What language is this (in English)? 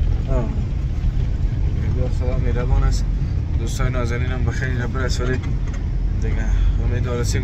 Persian